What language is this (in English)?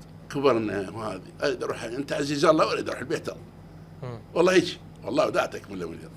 Mesopotamian Arabic